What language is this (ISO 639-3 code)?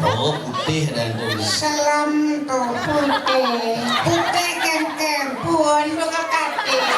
ban